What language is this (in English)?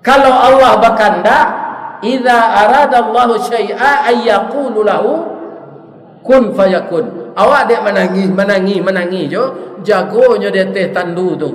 Minangkabau